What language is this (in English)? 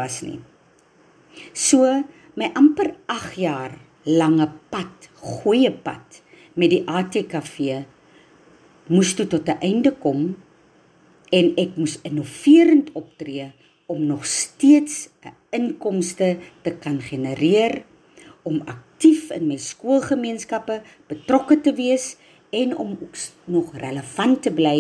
Afrikaans